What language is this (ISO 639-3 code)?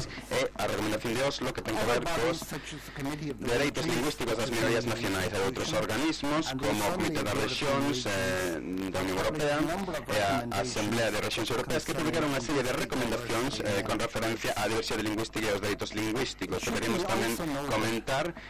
glg